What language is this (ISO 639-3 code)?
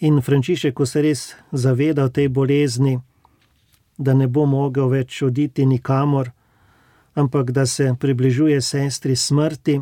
slv